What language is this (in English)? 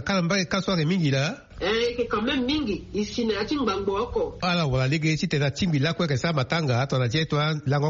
Sango